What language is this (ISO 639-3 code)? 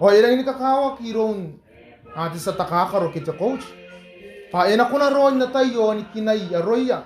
gil